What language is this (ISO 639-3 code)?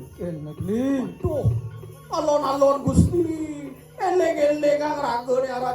ban